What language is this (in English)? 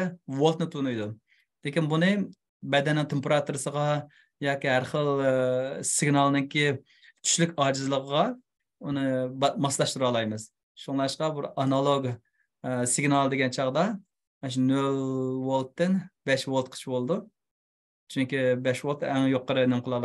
Uyghur